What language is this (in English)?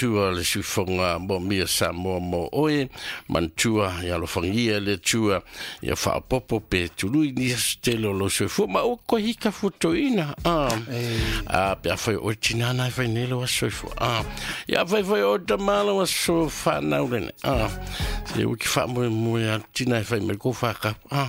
Samoan